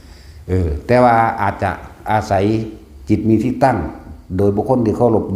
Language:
Lao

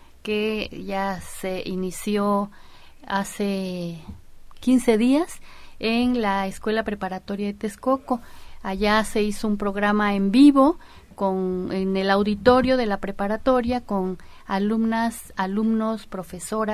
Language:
Spanish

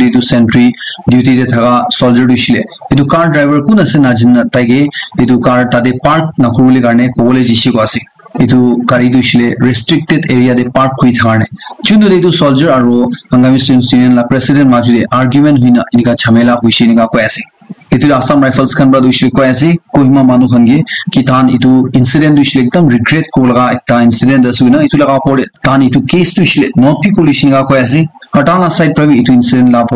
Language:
Naga Pidgin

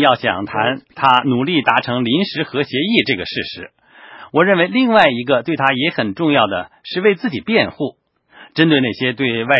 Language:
Chinese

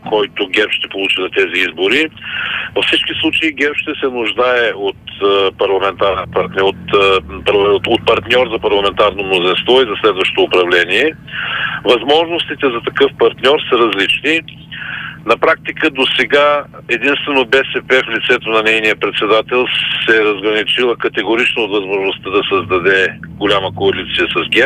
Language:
Bulgarian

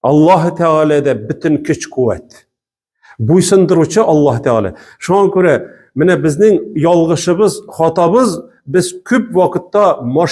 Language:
Tatar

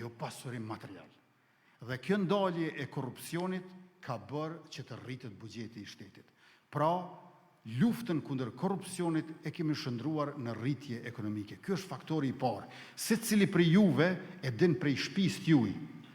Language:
Albanian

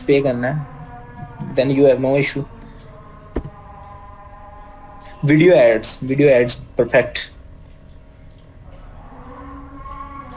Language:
Hindi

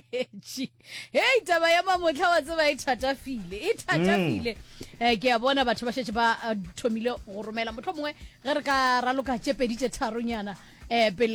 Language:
Northern Sotho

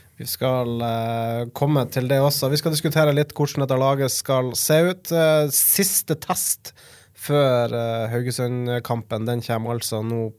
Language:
Norwegian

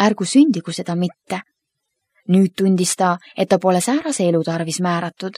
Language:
Estonian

